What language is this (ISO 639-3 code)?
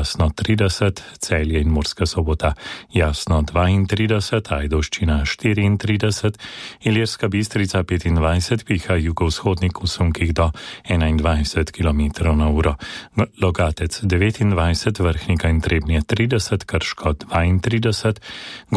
slv